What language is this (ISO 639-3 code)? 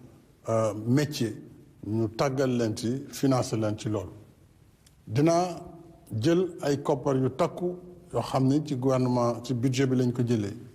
wol